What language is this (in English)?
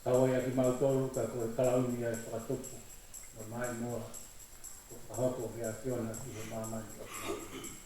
Tongan